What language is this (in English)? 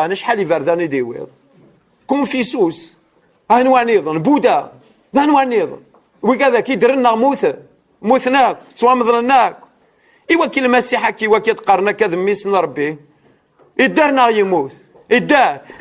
Kabyle